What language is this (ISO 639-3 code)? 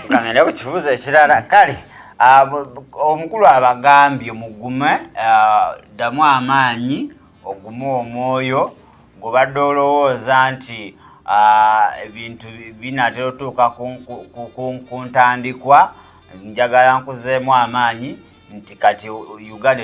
lug